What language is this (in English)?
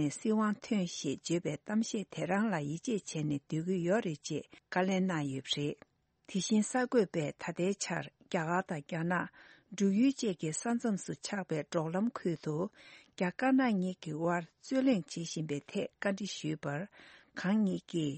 Tibetan